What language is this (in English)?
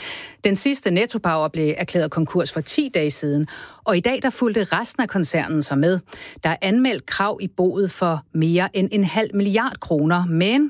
Danish